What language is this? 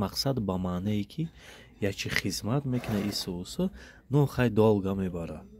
Tajik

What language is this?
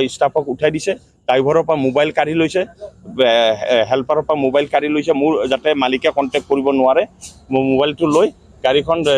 Assamese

